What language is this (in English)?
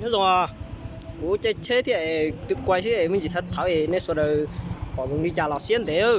Hmong